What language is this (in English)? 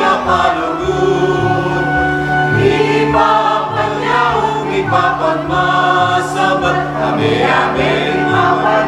Pampanga